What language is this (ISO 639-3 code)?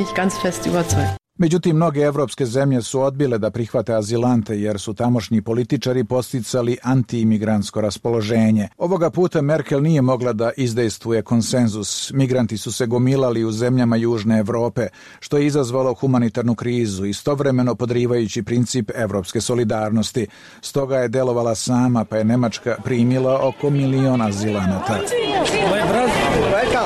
srp